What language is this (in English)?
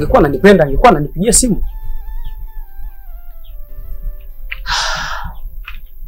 Swahili